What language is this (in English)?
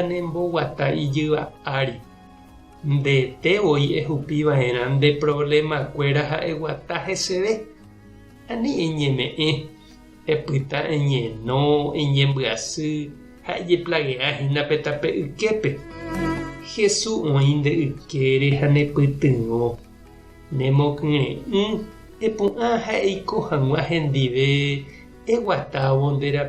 Guarani